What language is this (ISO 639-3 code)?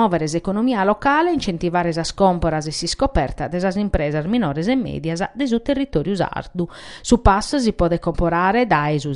srd